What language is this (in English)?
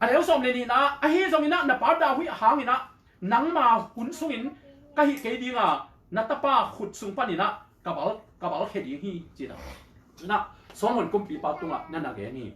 Tedim Chin